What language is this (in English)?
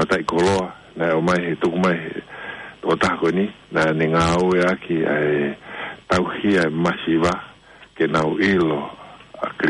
Tongan